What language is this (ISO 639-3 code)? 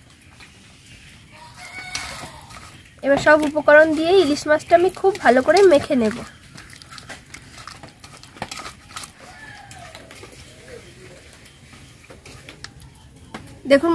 ben